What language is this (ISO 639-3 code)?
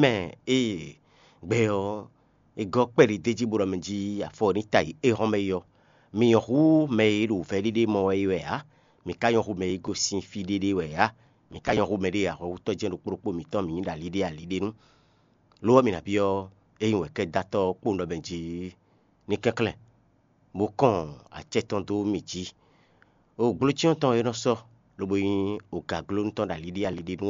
fon